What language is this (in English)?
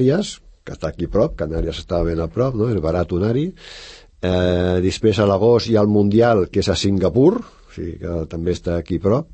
Catalan